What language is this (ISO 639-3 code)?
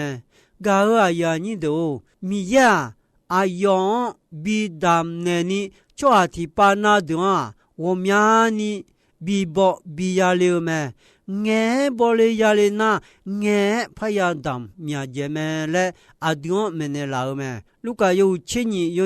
ahk